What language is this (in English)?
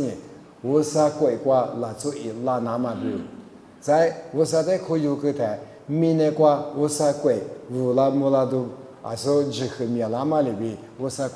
Lisu